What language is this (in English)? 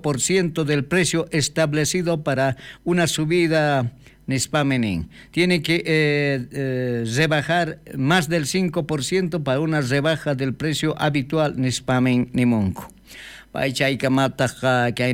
South Bolivian Quechua